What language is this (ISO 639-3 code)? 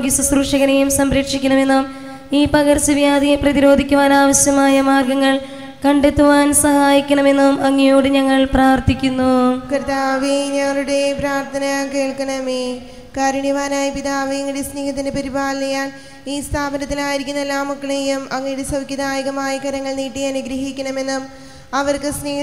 mal